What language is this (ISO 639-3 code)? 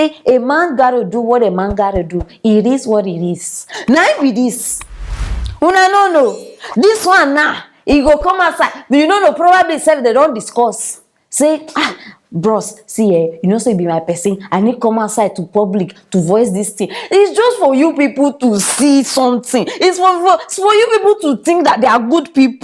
pcm